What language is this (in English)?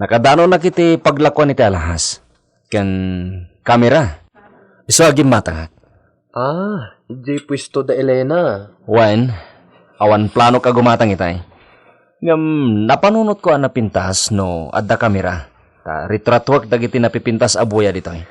Iloko